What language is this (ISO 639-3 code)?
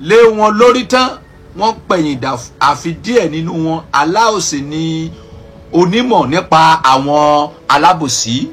yor